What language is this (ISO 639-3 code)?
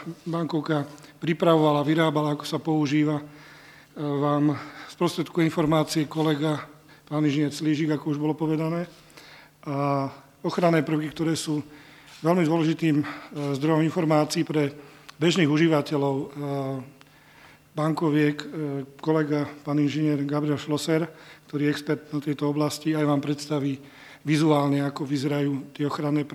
slk